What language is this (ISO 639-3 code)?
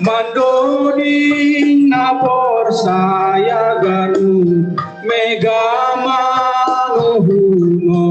bts